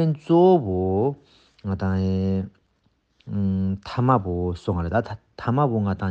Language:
Ladakhi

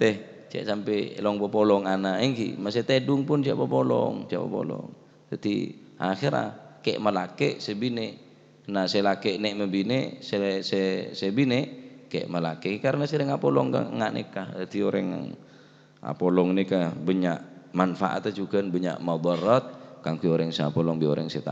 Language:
Madurese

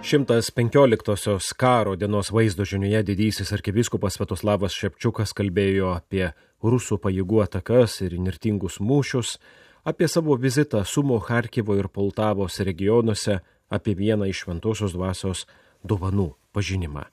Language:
Lithuanian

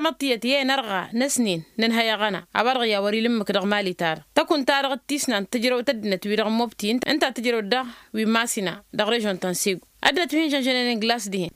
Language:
Tamasheq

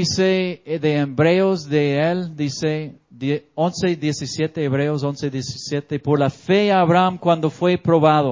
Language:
Spanish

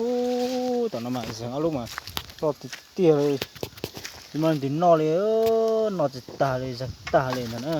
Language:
Hmong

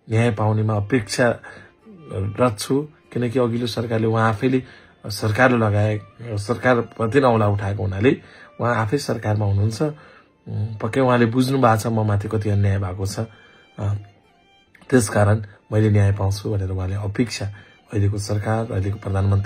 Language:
Nepali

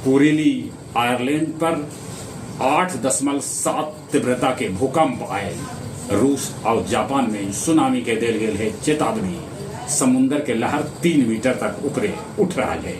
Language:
Magahi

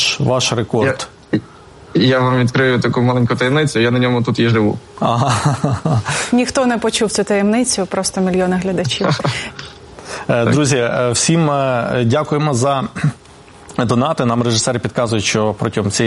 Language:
Ukrainian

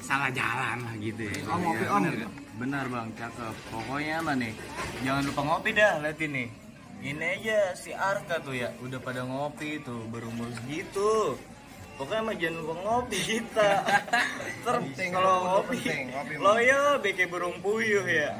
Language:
Betawi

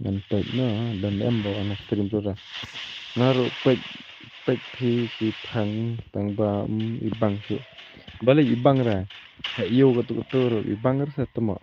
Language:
Khasi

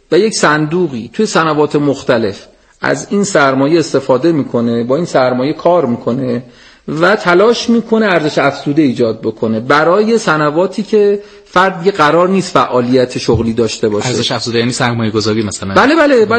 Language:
Persian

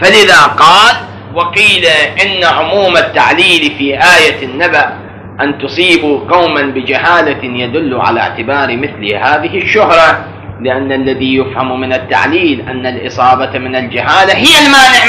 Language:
Arabic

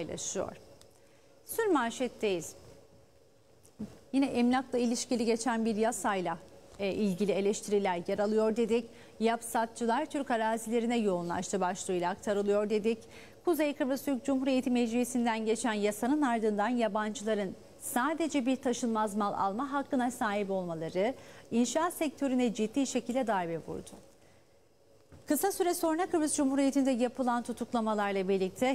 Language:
Turkish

